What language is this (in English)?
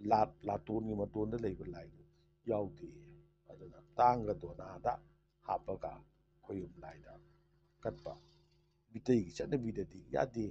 Manipuri